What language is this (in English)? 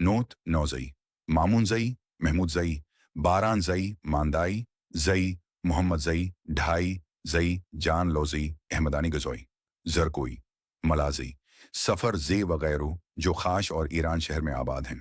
Brahui